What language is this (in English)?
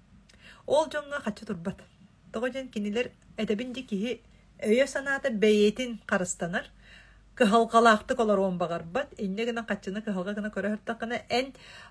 Yakut